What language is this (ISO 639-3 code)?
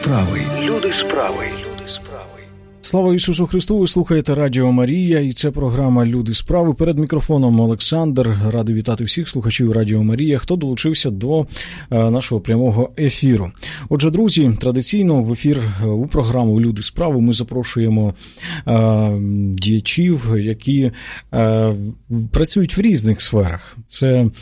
ukr